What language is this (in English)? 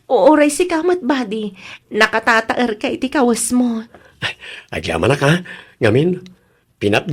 Iloko